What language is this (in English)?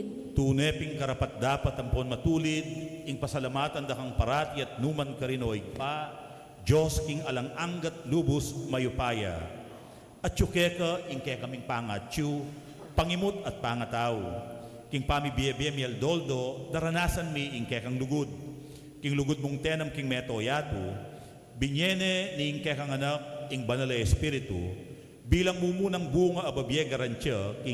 Pampanga